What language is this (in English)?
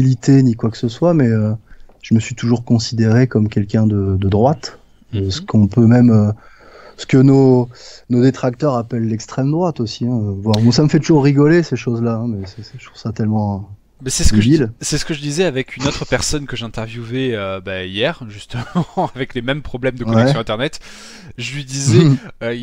French